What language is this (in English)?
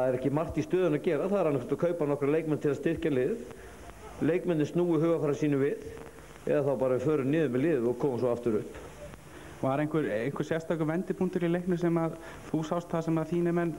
Icelandic